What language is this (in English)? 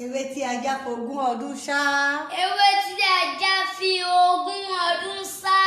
Yoruba